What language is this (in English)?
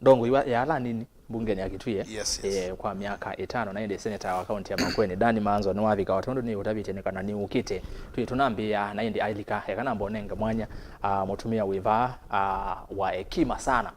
Kamba